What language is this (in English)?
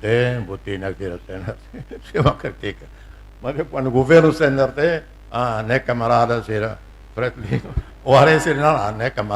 Tetum